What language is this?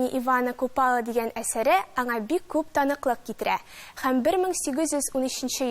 Tatar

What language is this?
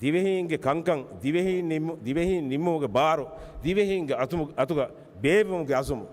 Divehi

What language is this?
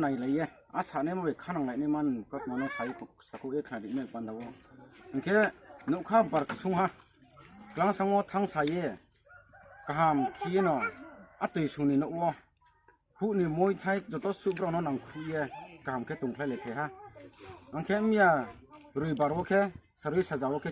Riang (India)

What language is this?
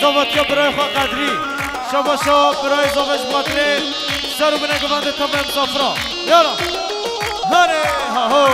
Kurdish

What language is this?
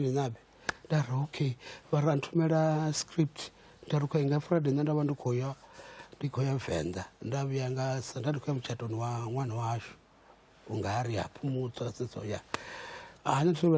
Venda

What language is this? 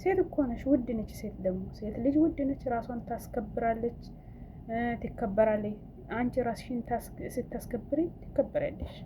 Amharic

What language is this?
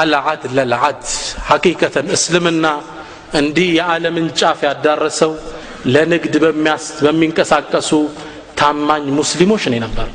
Amharic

